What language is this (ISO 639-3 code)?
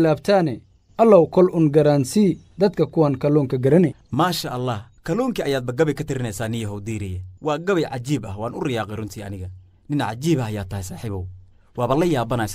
som